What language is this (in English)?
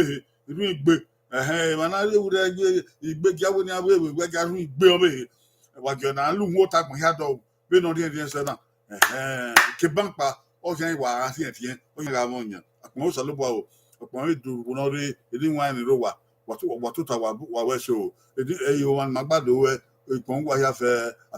Bini